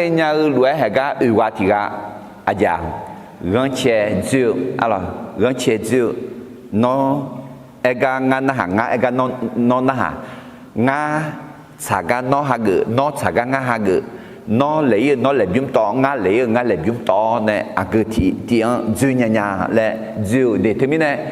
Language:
Akha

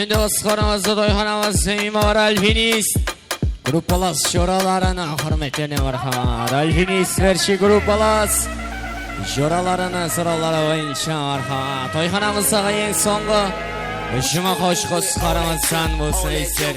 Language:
Kara-Kalpak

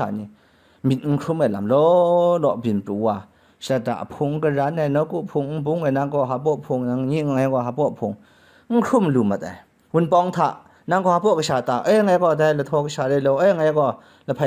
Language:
Kachin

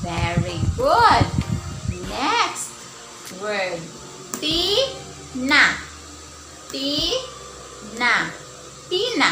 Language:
Waray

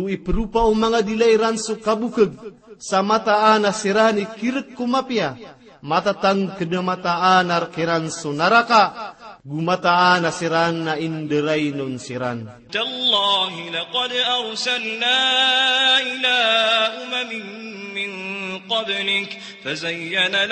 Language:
Maranao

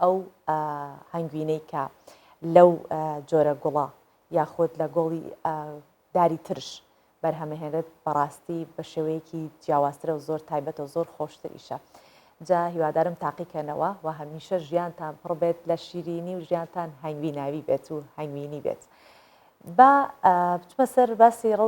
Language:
Central Kurdish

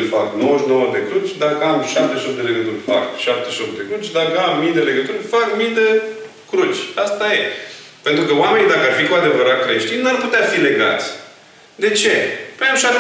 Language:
Romanian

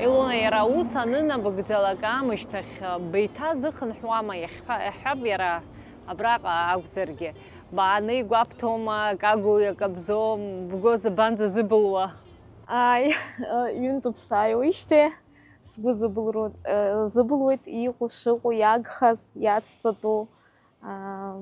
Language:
Abkhazian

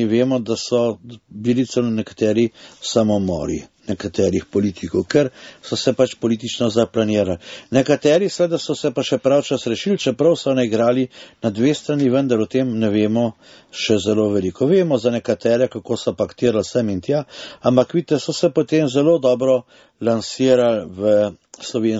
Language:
Slovenian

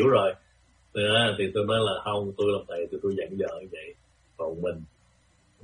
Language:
Vietnamese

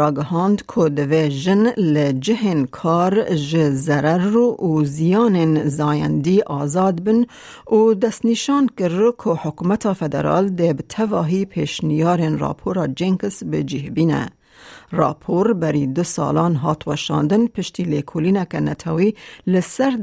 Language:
Kurdish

